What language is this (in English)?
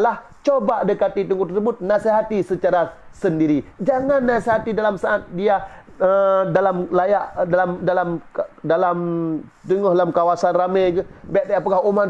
Achinese